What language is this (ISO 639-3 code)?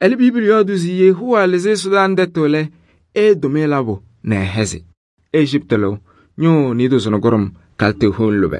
kbp